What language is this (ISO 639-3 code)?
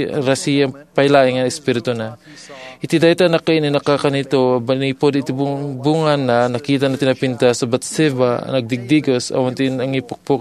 ilo